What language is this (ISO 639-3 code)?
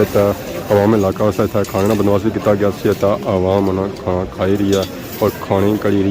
phr